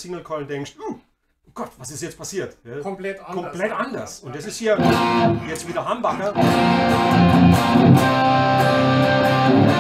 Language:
German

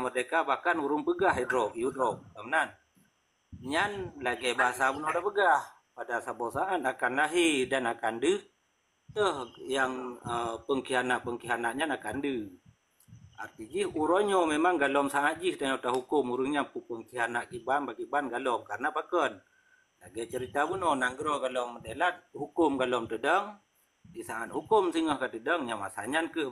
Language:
Achinese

